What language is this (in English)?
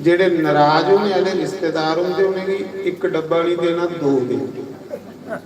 Dogri